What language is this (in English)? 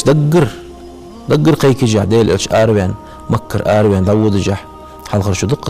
Ingush